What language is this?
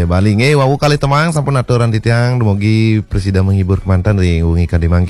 Balinese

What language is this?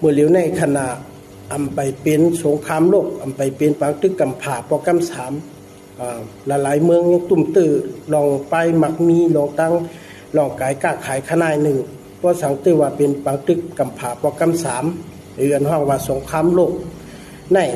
Shan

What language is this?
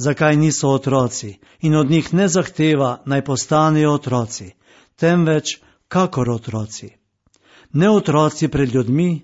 Slovenian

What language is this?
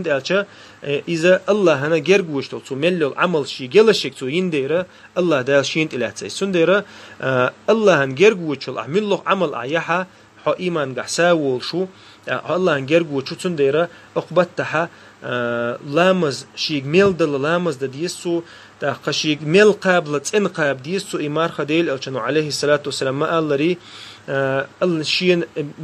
Chechen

